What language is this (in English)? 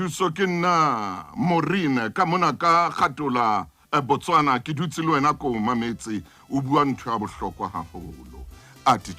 Southern Sotho